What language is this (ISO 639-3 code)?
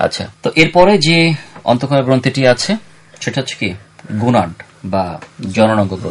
ben